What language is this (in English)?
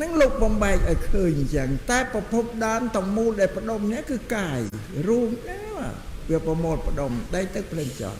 Khmer